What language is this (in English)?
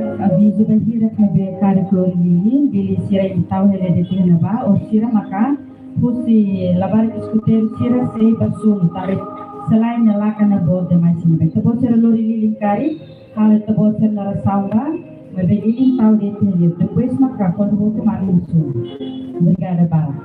Tetum